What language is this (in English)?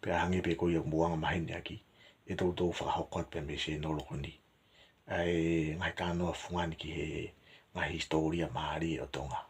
Tongan